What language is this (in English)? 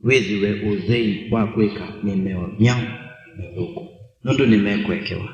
Kamba